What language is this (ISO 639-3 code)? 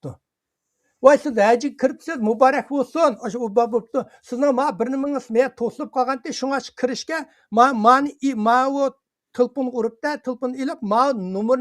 uig